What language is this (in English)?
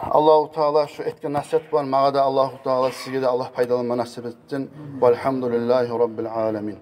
Kumyk